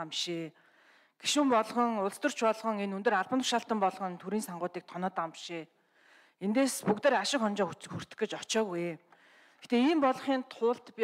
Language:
Mongolian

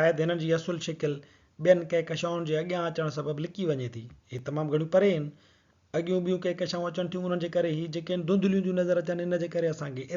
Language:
Sindhi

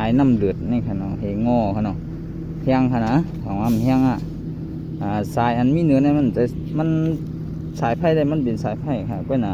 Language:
Shan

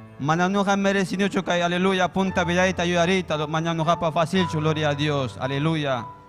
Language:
Ayacucho Quechua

